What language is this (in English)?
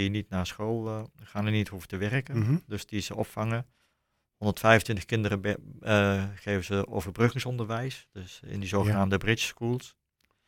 Dutch